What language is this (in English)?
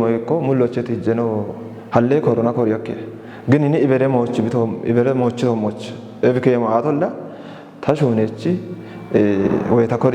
Kafa